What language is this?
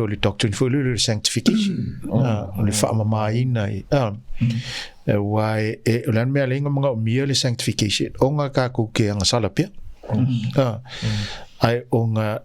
Samoan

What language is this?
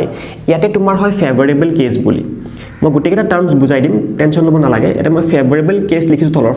Assamese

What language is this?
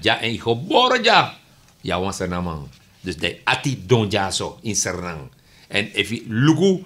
Sranan Tongo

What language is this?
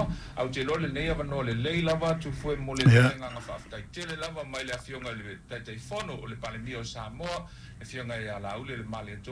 Samoan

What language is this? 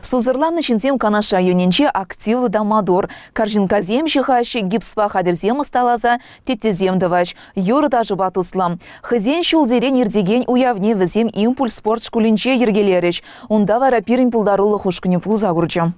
Chuvash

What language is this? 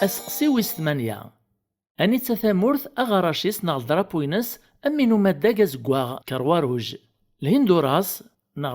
Kabyle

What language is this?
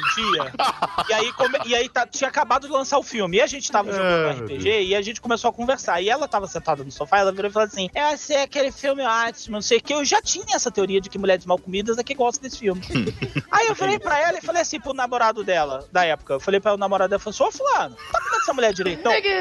Portuguese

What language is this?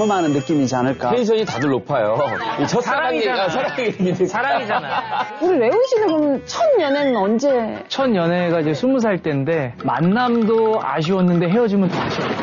Korean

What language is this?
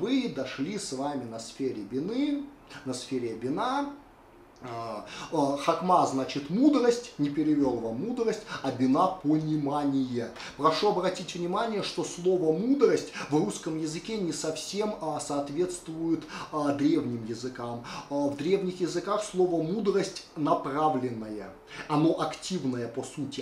Russian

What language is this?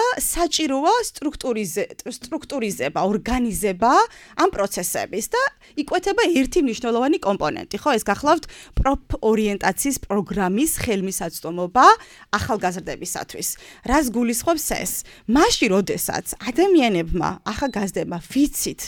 Georgian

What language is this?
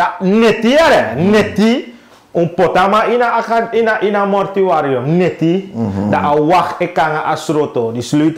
Sranan Tongo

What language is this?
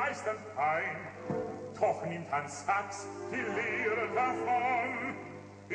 German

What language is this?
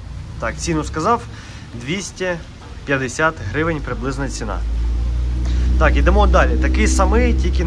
Ukrainian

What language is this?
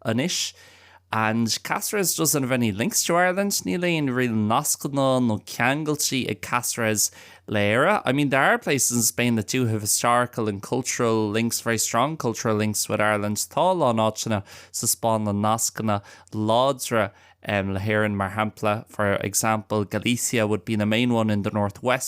Irish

